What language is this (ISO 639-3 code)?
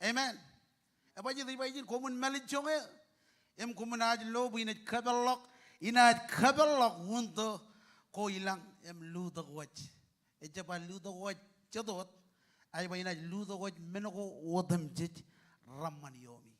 mah